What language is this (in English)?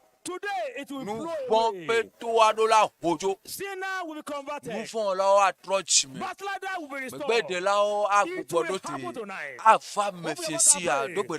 Ewe